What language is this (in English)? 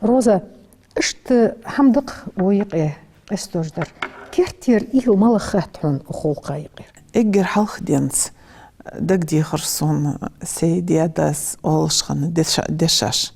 Ingush